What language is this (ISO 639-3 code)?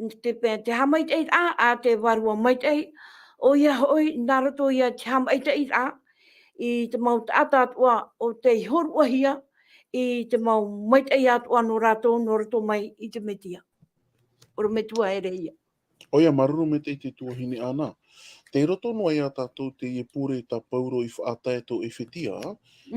tah